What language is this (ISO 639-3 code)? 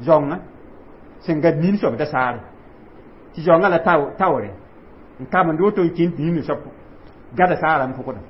mos